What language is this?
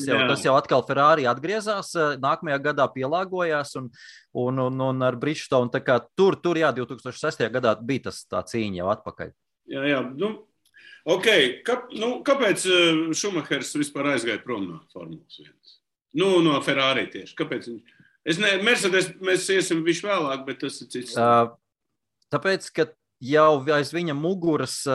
Latvian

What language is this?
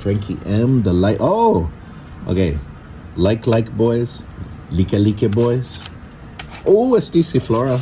Chamorro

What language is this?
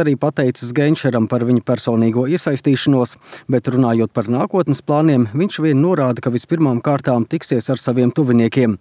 Latvian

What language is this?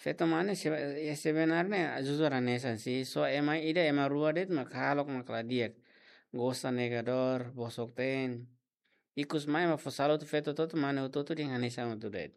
Tetum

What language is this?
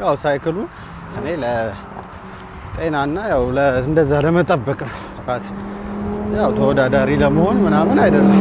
Amharic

